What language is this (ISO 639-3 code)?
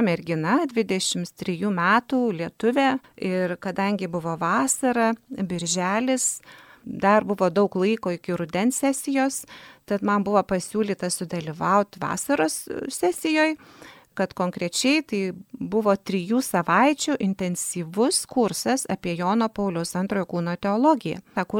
lit